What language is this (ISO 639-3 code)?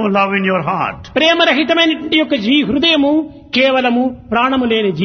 tel